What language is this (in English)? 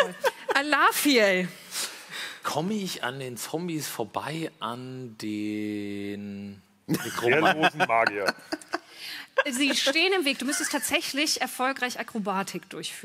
German